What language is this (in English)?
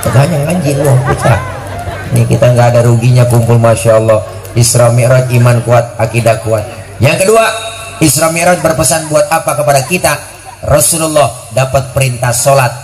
Betawi